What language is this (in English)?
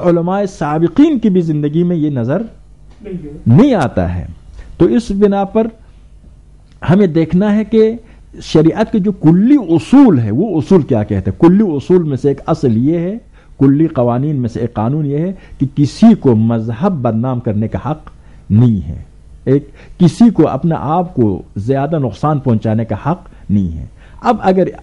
Urdu